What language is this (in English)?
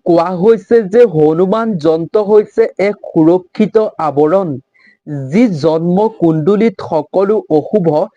Assamese